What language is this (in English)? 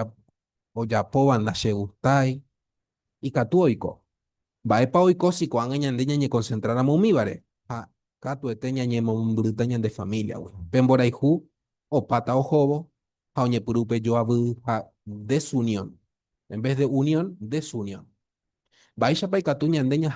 Guarani